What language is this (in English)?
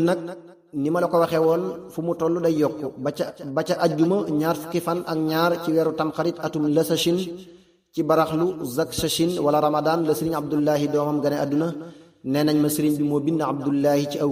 Wolof